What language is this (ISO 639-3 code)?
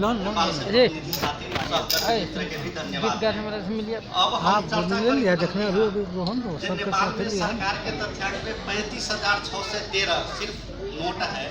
mag